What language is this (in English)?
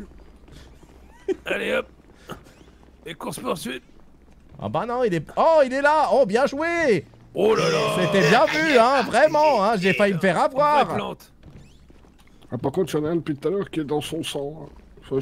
French